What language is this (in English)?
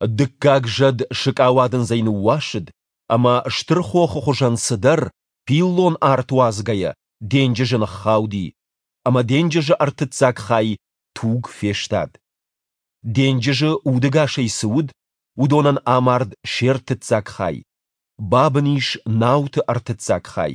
Ossetic